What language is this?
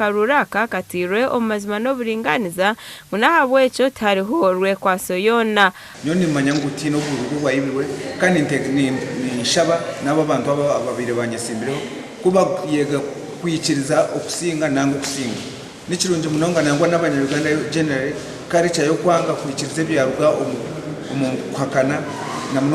Nyankole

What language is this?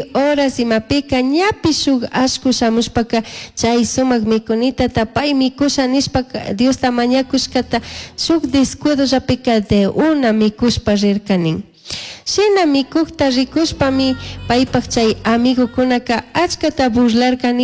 Chimborazo Highland Quichua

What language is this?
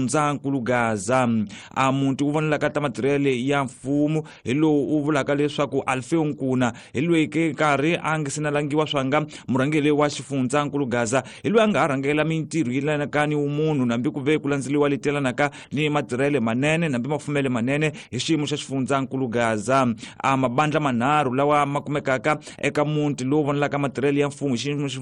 Tsonga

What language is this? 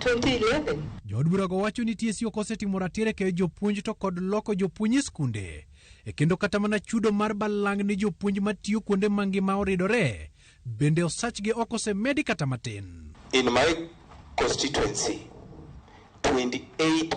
Luo (Kenya and Tanzania)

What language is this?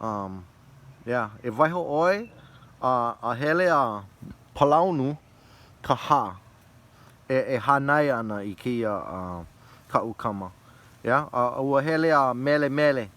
Hawaiian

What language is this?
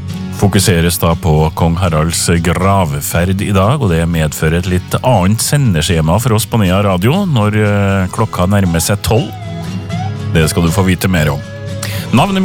Norwegian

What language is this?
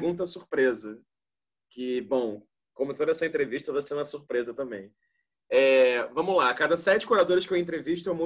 Portuguese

